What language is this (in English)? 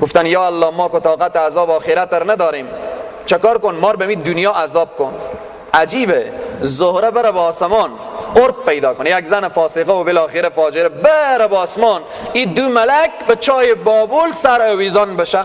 Persian